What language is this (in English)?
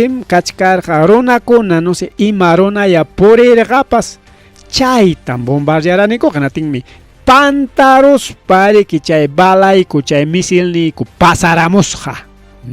Ayacucho Quechua